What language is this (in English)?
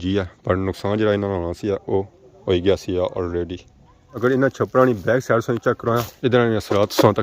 Pahari-Potwari